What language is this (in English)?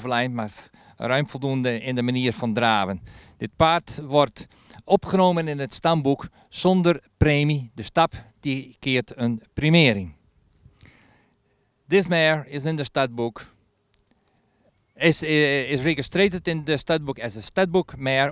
Dutch